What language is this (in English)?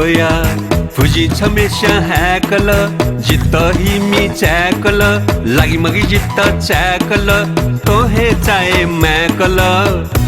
Newari